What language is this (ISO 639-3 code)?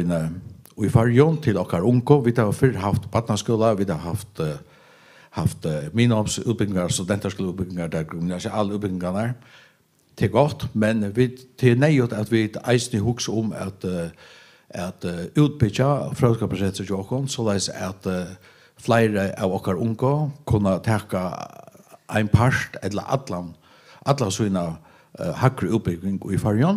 fao